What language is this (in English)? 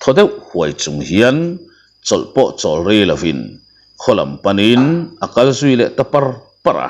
Mizo